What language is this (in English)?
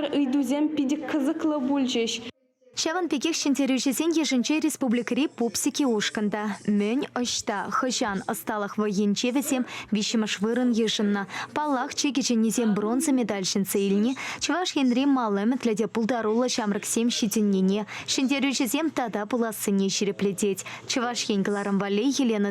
Chuvash